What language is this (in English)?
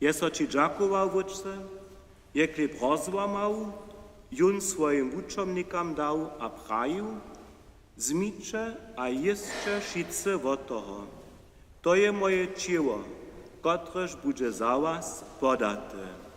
Upper Sorbian